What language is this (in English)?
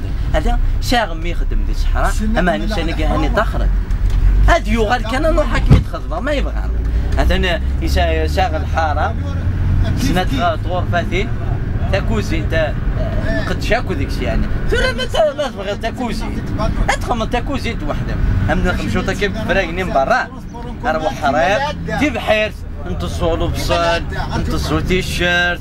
Kabyle